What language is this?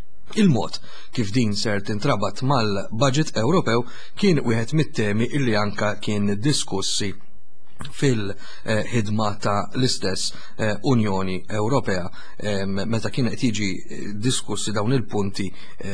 Maltese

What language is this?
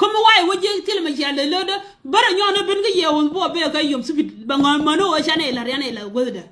Nuer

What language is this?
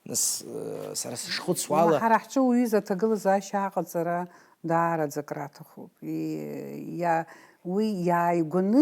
Abkhazian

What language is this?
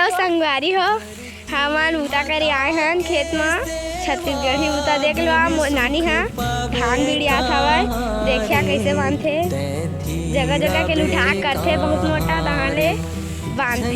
Chhattisgarhi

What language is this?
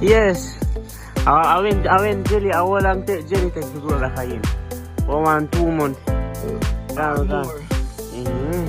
Jamaican Creole English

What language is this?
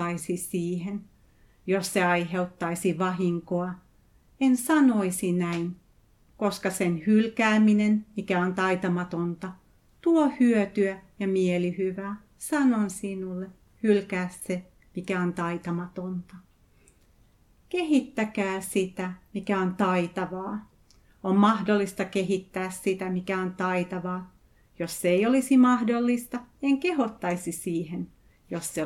Finnish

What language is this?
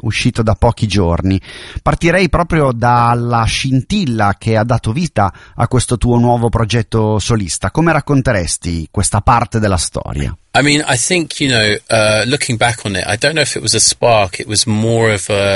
Italian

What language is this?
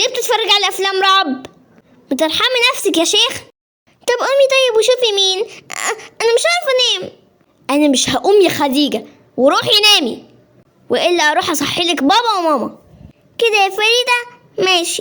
Egyptian Arabic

